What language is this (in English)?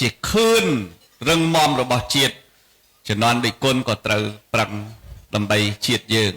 Khmer